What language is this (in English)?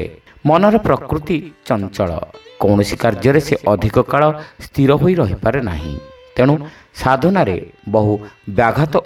Odia